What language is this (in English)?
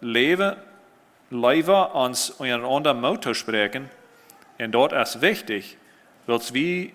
Plautdietsch